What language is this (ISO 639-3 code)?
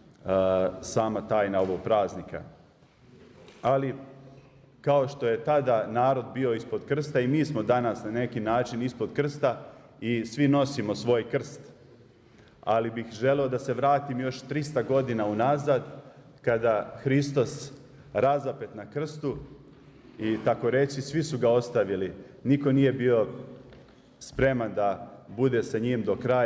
srp